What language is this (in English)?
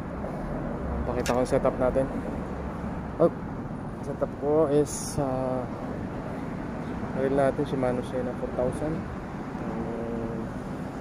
Filipino